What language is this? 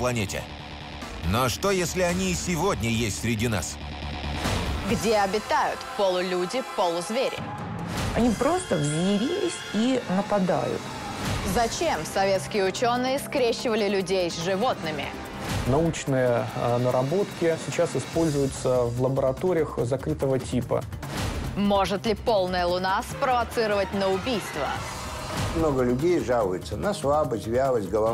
Russian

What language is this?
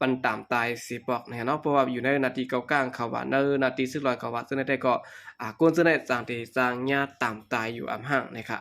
Shan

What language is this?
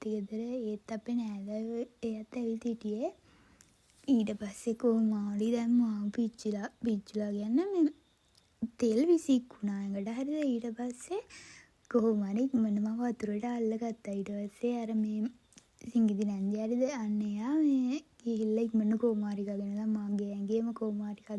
Sinhala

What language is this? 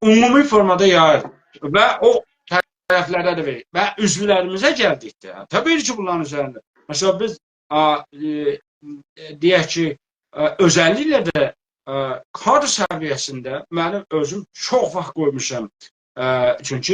South Azerbaijani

